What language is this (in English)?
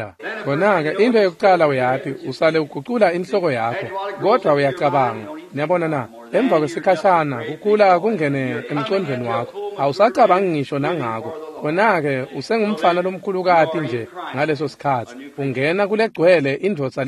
Swati